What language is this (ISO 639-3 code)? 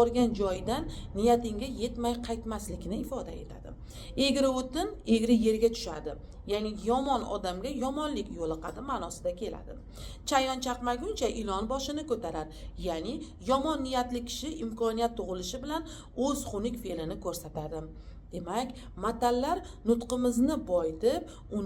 uzb